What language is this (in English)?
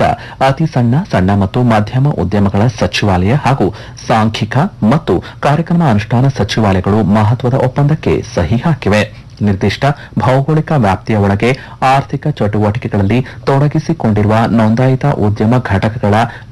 Kannada